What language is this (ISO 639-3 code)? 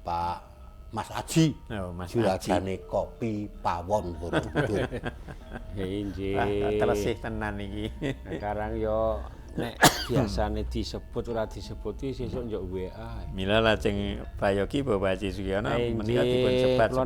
jav